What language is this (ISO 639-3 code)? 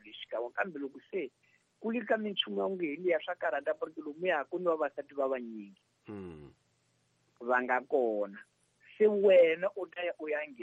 tso